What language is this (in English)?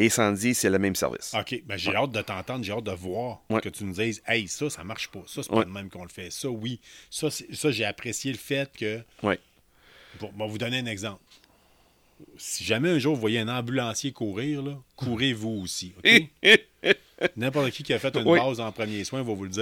French